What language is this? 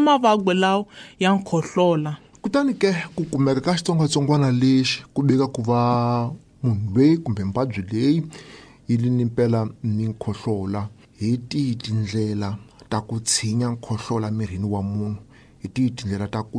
Tsonga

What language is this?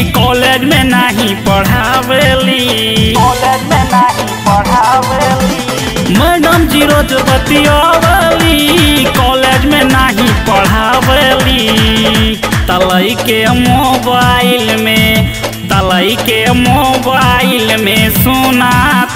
Bhojpuri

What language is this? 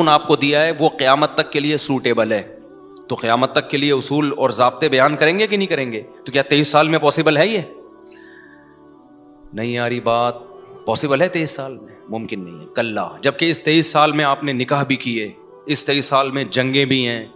Urdu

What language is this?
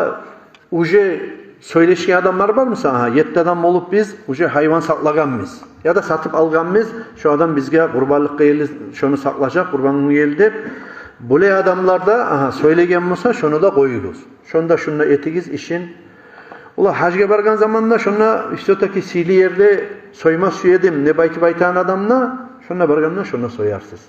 Kumyk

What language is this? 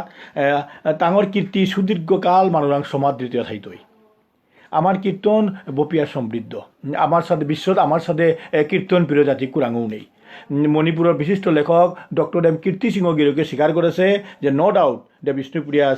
Bishnupriya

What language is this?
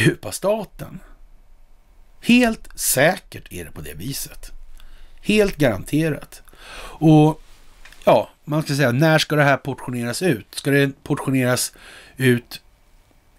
Swedish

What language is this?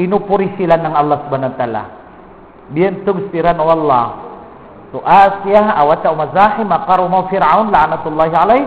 Maranao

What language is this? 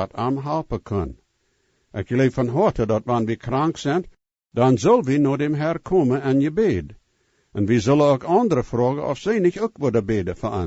Plautdietsch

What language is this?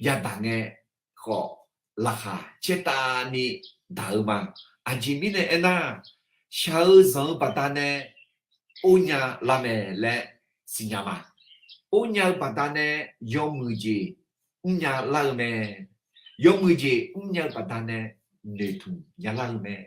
Akha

